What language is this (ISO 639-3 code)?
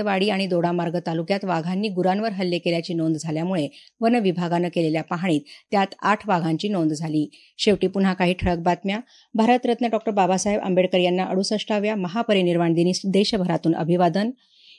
mar